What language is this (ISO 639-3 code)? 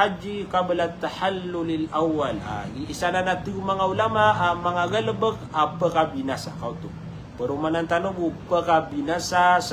mrw